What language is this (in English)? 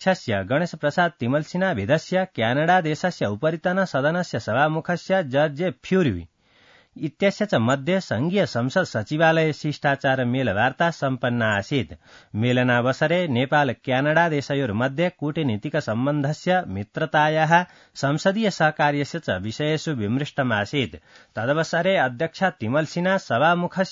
Sanskrit